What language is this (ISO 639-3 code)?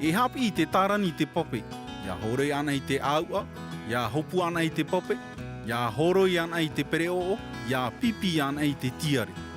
tah